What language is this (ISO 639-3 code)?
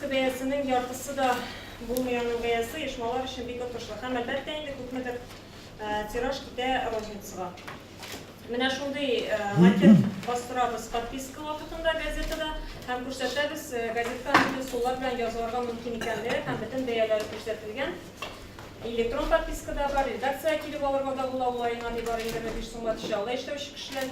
tat